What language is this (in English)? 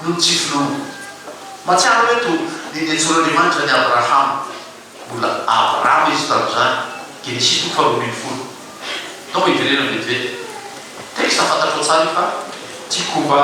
Malagasy